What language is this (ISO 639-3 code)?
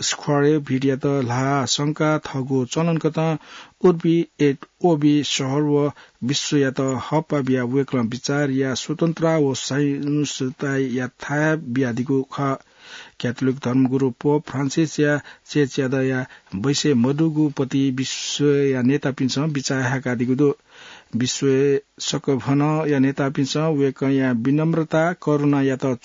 new